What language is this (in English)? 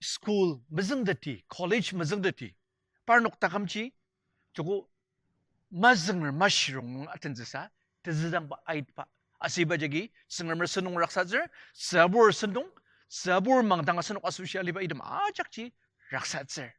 Ao Naga